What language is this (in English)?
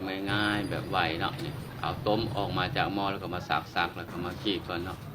Lao